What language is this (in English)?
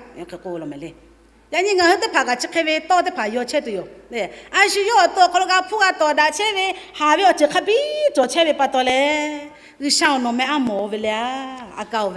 Lahu